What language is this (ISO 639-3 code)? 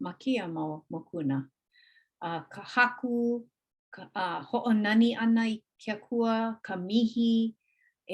haw